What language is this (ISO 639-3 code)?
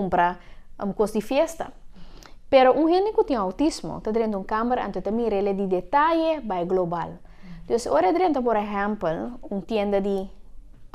pap